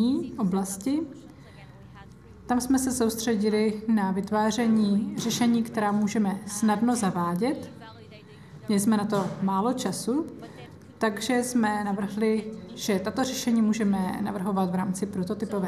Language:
Czech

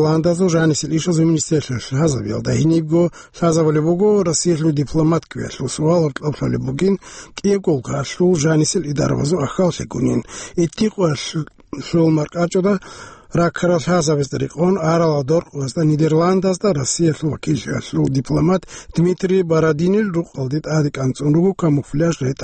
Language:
Avaric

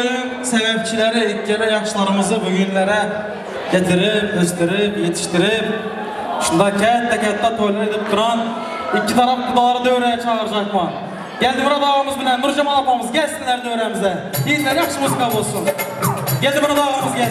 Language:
Turkmen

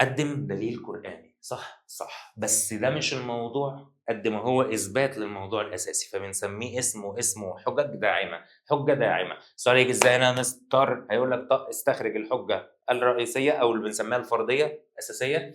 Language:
Egyptian Arabic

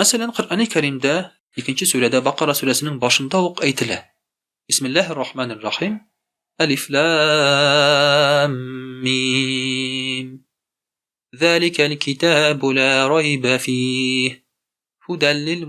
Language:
Tatar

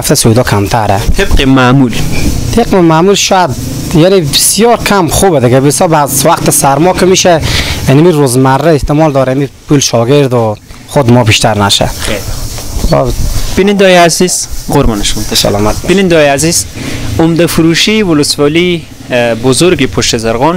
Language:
Persian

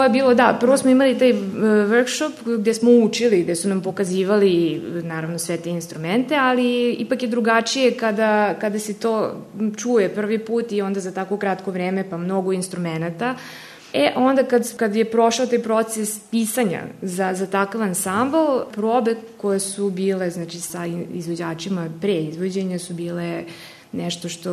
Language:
Serbian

